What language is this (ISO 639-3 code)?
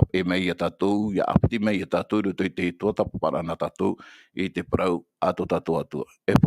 tah